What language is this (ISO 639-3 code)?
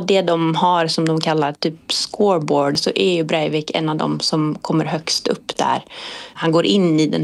swe